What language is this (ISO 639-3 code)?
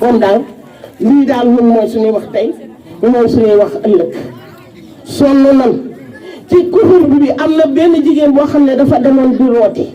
wol